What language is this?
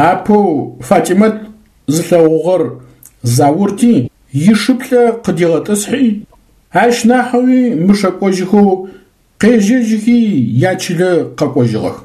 Adyghe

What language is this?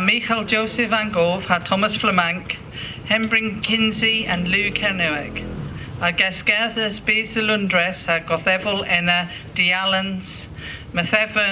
Cornish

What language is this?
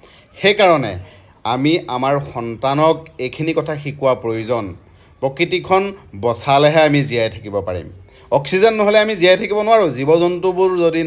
Assamese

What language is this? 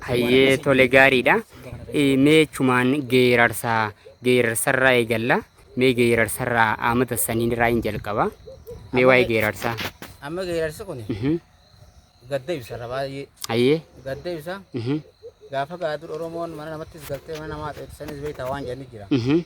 Oromo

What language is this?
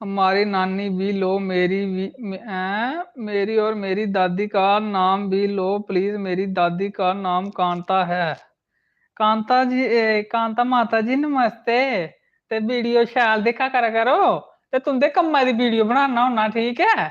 Dogri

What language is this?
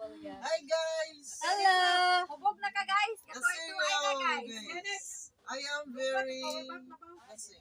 Cebuano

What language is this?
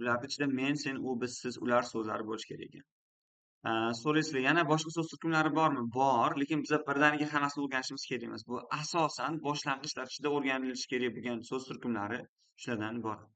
Uzbek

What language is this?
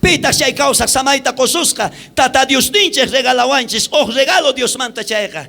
South Bolivian Quechua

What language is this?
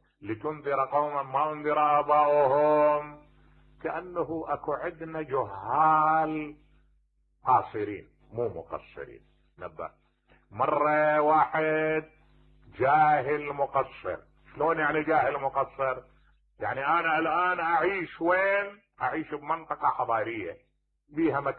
Mesopotamian Arabic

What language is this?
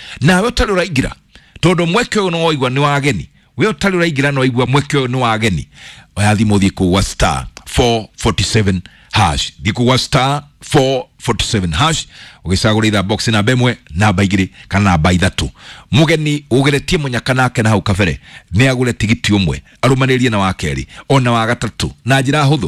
Kikuyu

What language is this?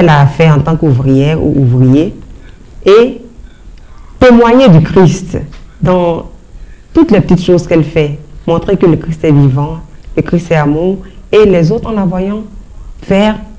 French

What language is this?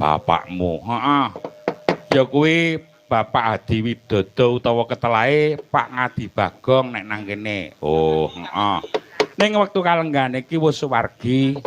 Javanese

